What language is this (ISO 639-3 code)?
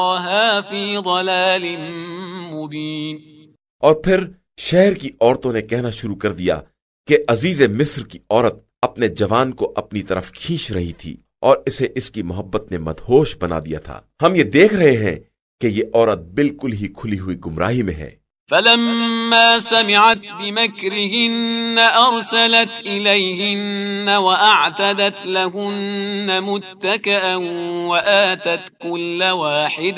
urd